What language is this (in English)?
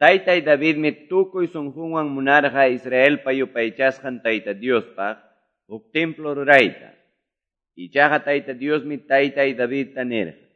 Quechua